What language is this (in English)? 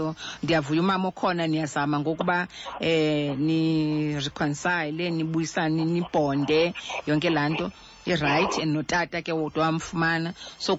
Xhosa